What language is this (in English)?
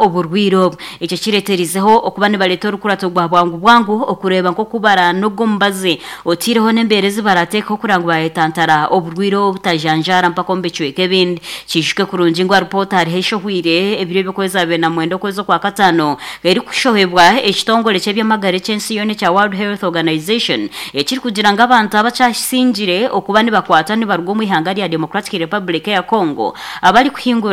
Nyankole